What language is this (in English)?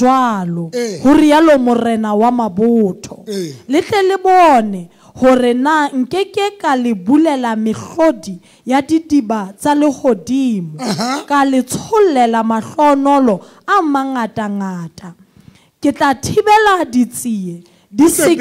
Southern Sotho